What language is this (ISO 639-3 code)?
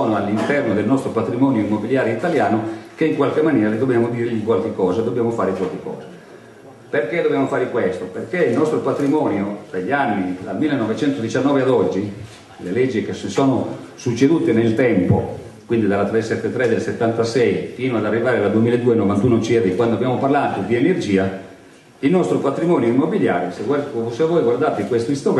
ita